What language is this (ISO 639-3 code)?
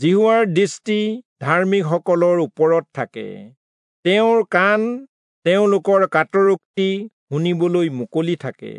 asm